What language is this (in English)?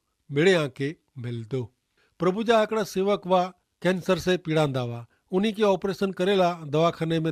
Kachhi